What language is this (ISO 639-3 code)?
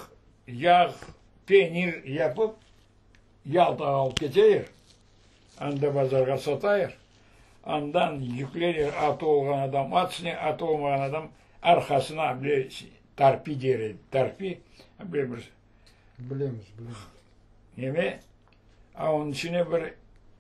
crh